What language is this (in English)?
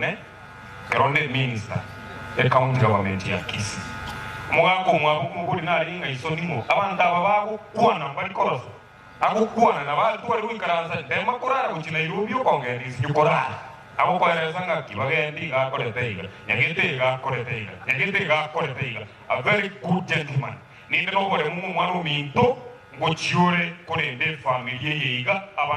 Gusii